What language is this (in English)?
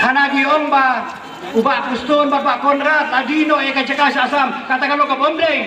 Khasi